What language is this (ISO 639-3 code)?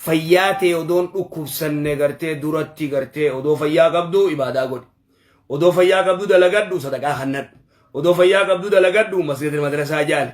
orm